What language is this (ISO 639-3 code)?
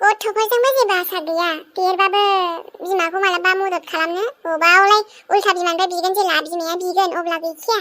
brx